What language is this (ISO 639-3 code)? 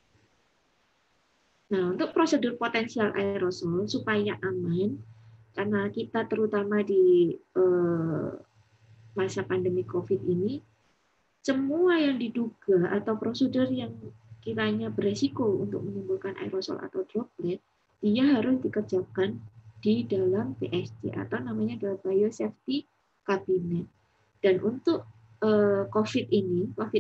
ind